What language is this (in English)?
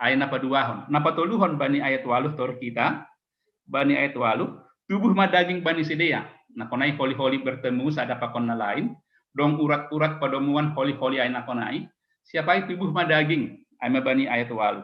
Batak Simalungun